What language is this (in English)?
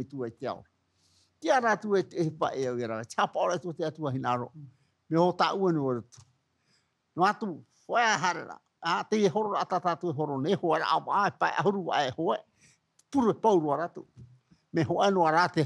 Tahitian